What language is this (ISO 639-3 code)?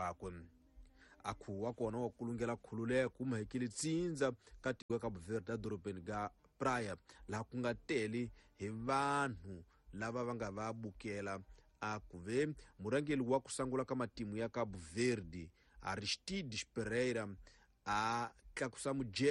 tso